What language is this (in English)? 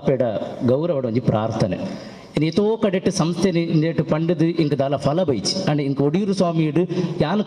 Tulu